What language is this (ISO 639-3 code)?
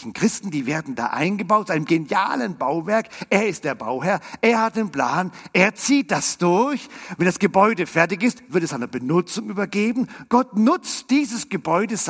deu